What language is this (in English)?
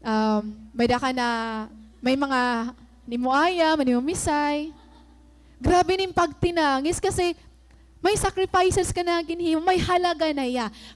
Waray